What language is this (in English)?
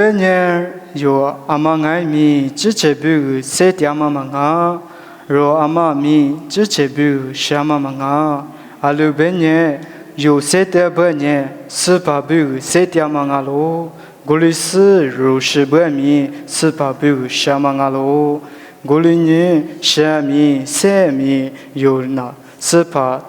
Lisu